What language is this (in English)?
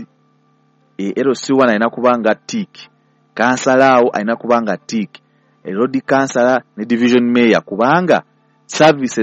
Ganda